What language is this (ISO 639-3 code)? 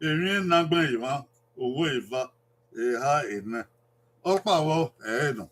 bin